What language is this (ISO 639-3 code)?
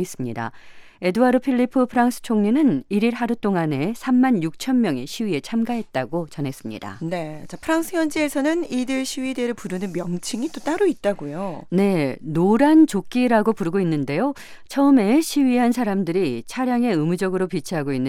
kor